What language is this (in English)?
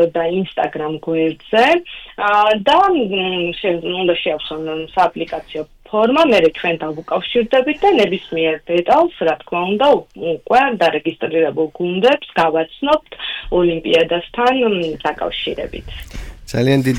Georgian